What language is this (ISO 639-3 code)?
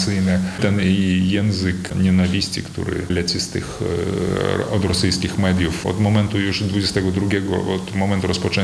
pol